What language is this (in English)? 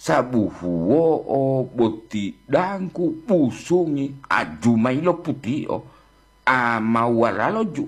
Gorontalo